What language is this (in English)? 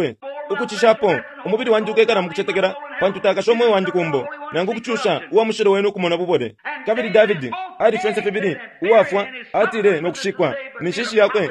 Bemba